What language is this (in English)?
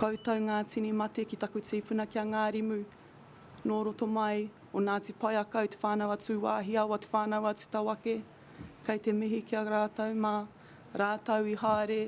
Māori